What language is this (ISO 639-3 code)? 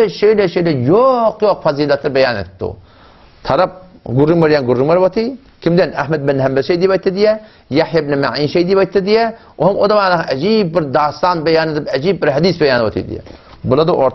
tuk